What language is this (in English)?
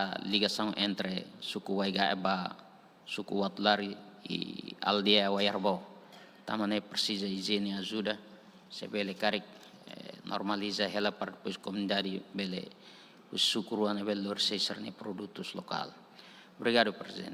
Tetum